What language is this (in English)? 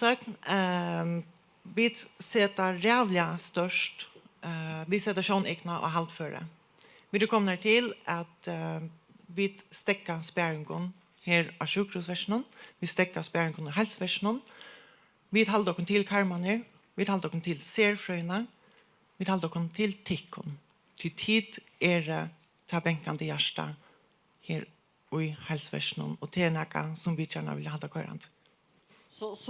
Faroese